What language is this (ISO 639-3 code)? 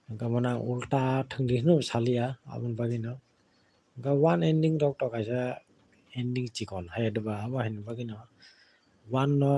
trp